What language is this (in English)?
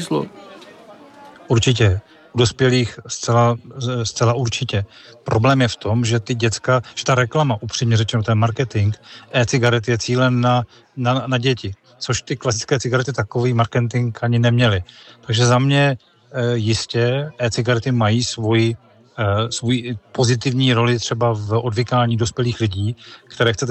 Czech